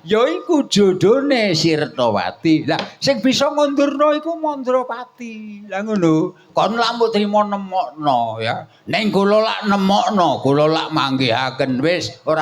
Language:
Javanese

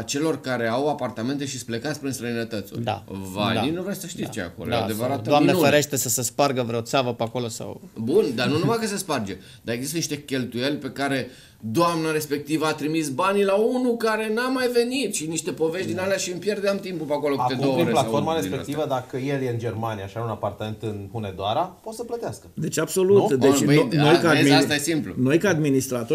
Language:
Romanian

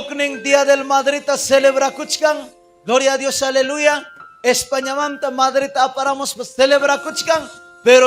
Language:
Ayacucho Quechua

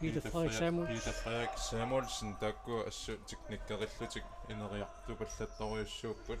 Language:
Kalaallisut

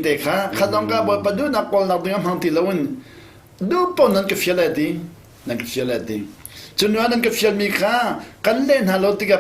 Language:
Hakha Chin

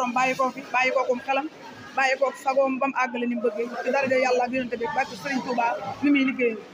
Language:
Wolof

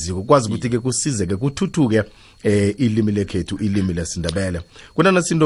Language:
South Ndebele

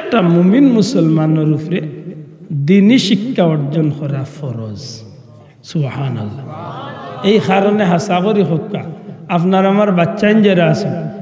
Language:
Sylheti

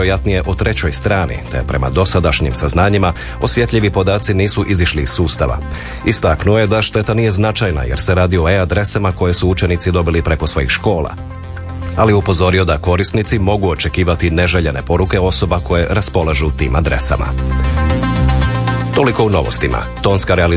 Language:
Croatian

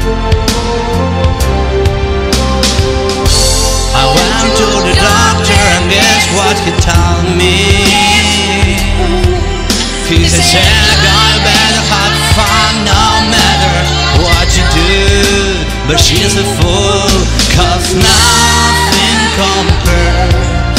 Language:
English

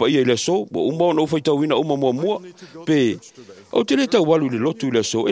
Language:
Samoan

